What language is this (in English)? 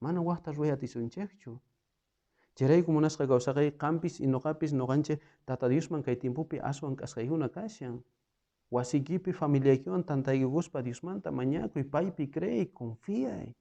South Bolivian Quechua